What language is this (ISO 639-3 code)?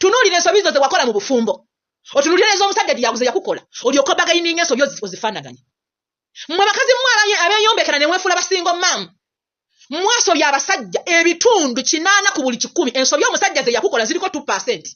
lug